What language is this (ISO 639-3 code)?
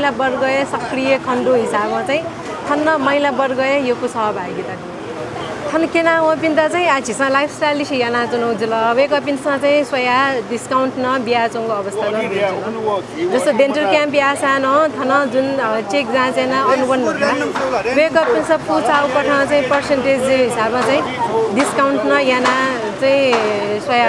new